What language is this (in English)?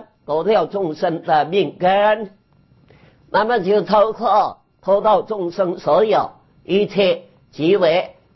Chinese